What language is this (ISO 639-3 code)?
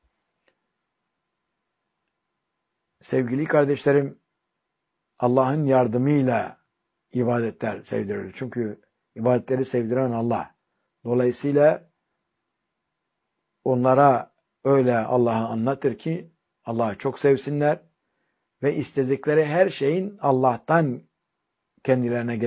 tur